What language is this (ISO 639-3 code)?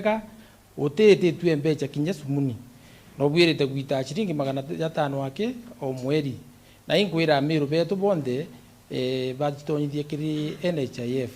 mer